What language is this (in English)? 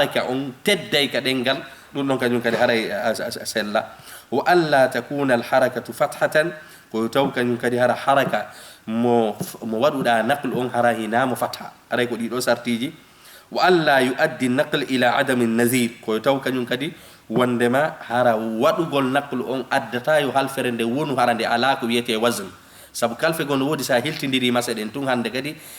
Fula